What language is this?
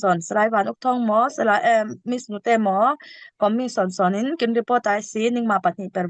Falam Chin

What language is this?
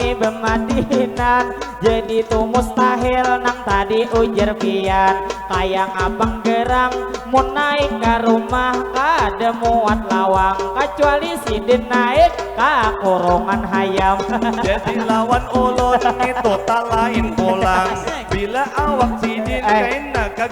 Banjar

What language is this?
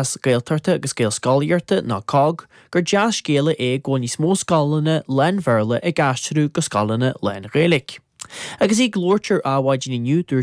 Irish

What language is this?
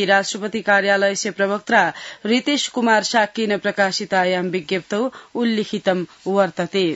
Sanskrit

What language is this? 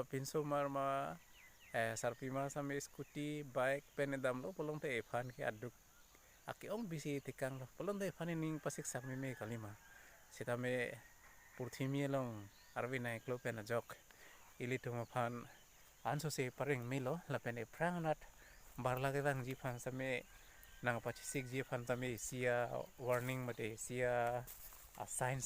Karbi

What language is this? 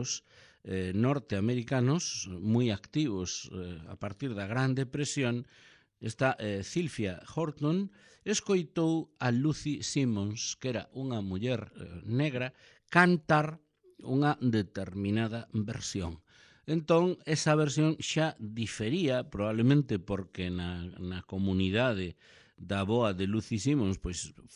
Galician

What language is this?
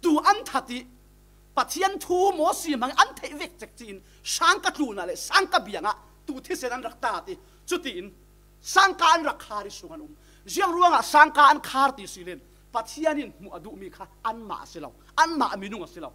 Falam Chin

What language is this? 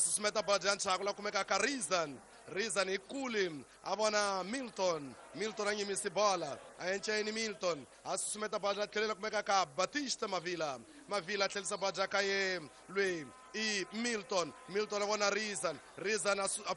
Tsonga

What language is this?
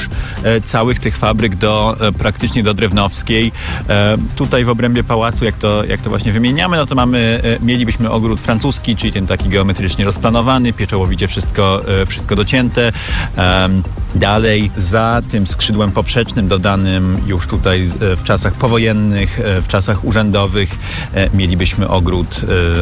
Polish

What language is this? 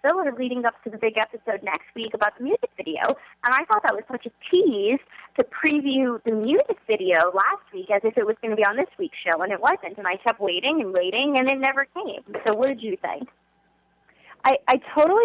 English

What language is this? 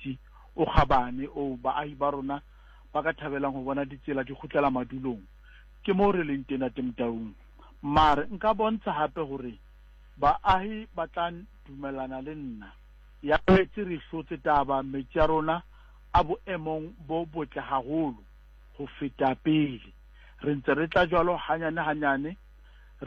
Southern Sotho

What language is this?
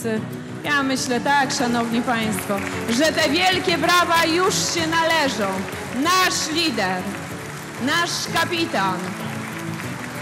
Polish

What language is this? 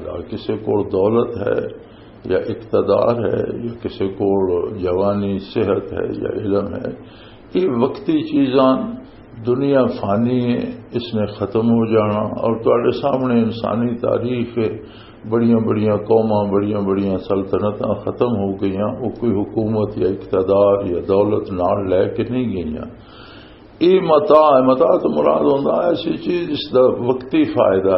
Western Panjabi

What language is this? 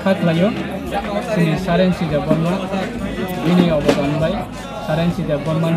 Kok Borok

